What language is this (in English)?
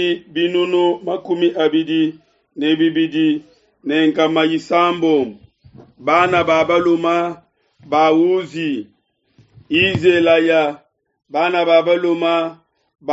Luba-Lulua